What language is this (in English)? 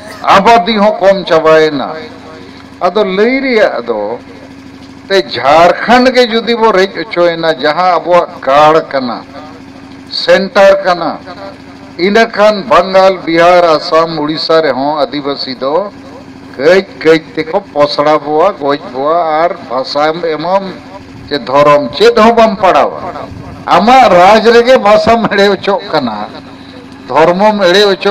Santali